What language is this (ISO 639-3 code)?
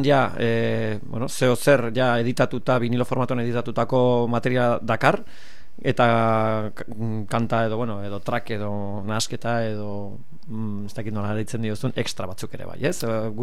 eus